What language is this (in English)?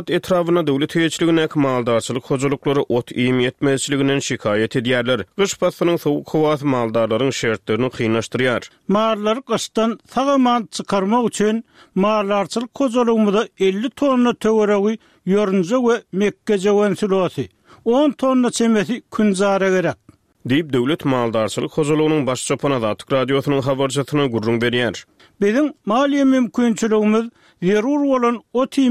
Turkmen